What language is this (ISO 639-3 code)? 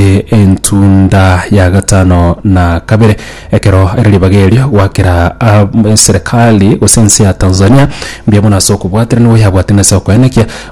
guz